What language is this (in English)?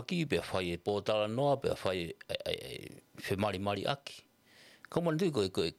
Tongan